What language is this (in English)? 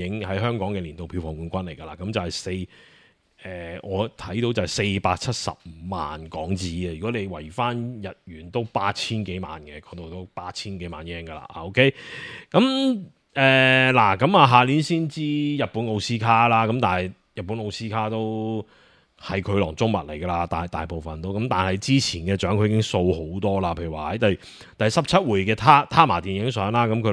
Cantonese